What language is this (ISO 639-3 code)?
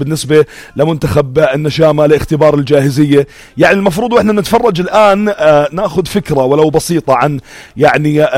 apc